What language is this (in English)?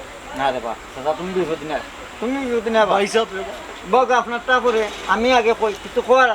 Sylheti